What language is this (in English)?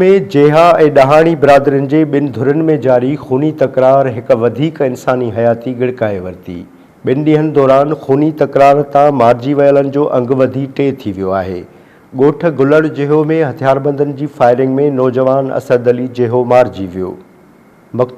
Sindhi